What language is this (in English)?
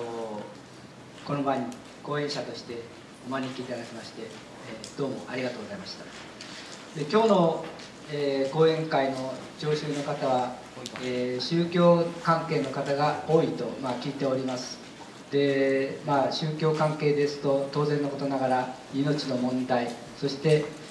Japanese